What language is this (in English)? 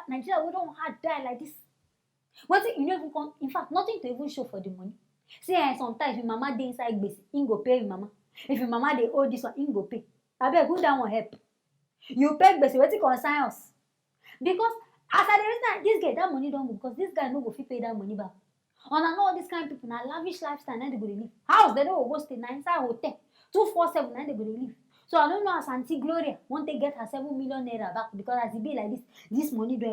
Nigerian Pidgin